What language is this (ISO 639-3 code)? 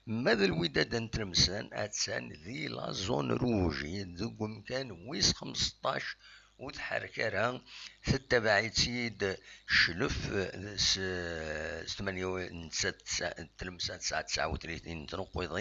kab